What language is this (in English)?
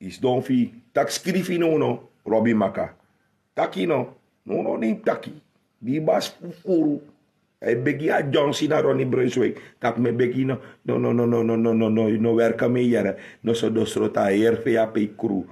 Sranan Tongo